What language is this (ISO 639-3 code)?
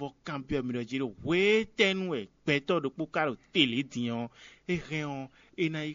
fon